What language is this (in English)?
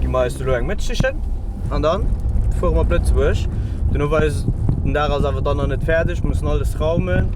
Luxembourgish